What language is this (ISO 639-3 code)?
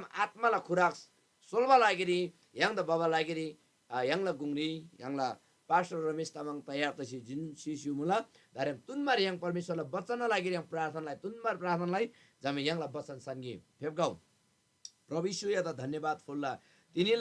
taj